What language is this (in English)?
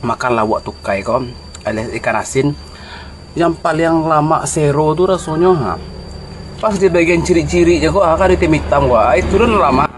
Minangkabau